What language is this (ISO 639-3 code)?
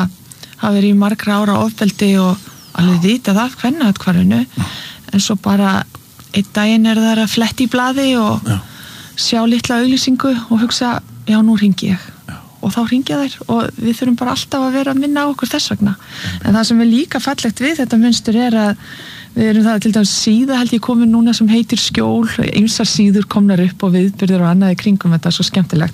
isl